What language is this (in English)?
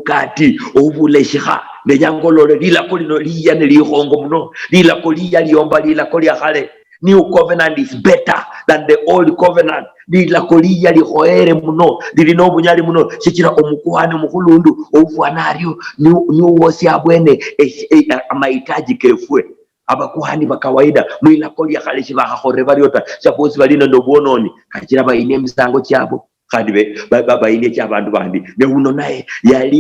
Luyia